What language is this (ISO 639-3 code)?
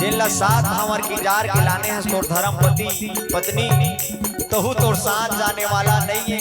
hne